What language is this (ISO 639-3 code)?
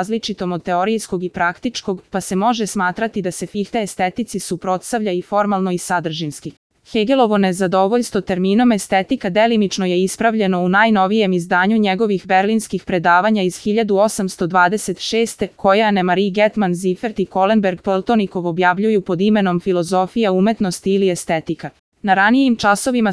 srp